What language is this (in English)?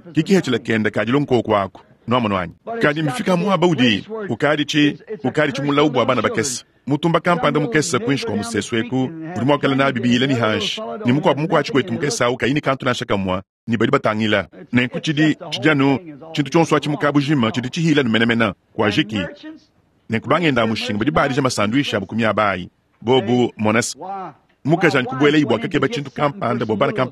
Luba-Lulua